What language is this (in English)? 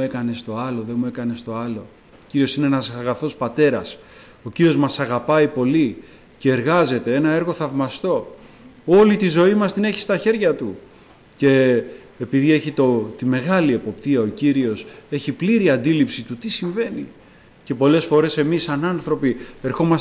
Greek